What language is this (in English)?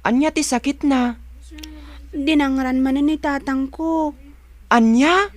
Iloko